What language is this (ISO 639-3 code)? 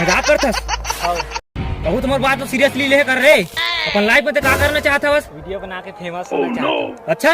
hne